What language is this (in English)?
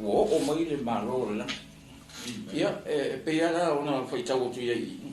Samoan